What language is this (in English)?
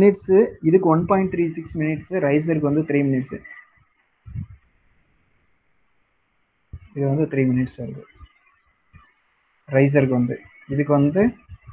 Tamil